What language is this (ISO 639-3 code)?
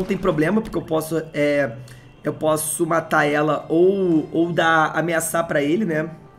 por